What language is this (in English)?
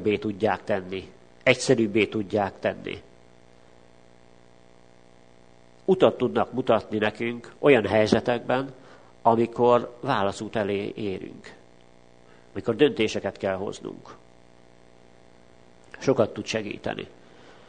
Hungarian